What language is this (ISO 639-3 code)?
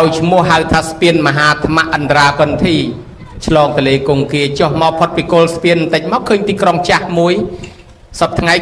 khm